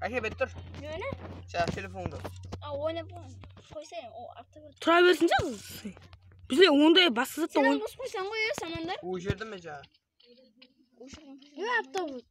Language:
Kara-Kalpak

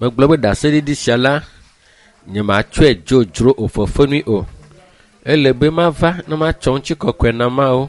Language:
Ewe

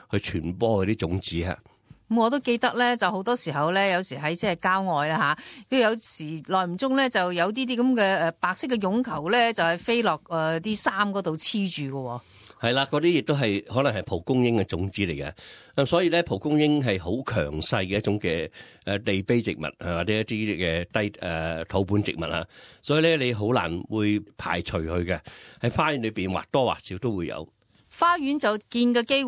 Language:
Cantonese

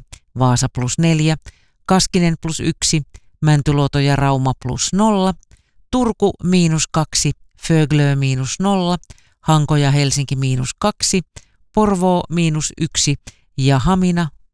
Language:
Finnish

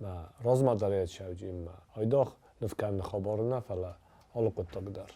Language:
Ossetic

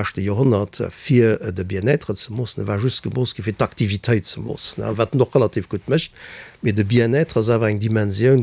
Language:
Luxembourgish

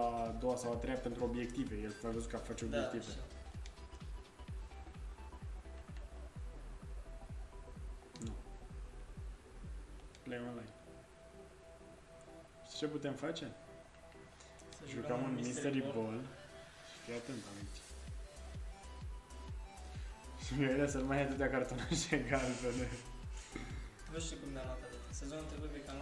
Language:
Romanian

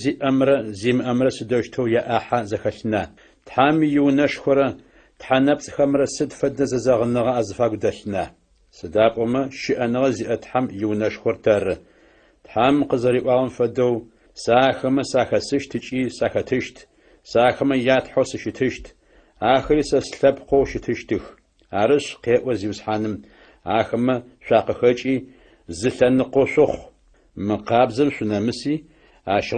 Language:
Adyghe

